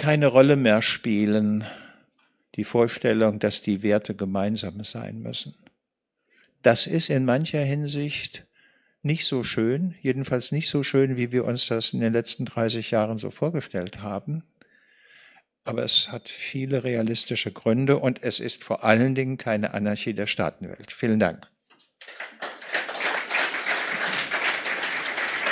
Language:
German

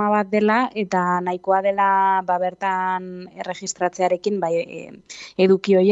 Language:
Basque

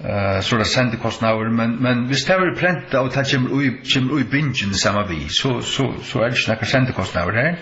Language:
Faroese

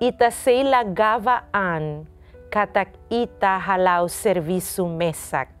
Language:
Tetum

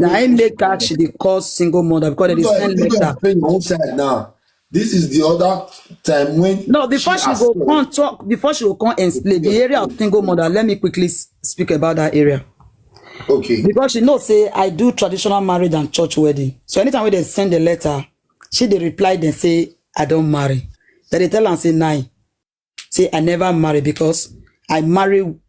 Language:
Nigerian Pidgin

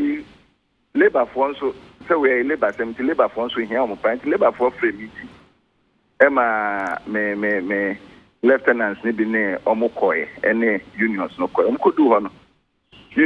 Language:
Akan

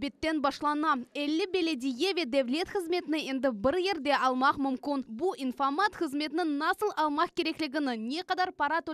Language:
Crimean Tatar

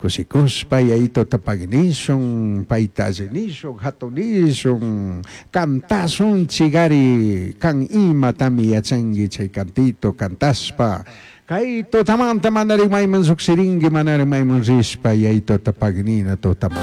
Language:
Chimborazo Highland Quichua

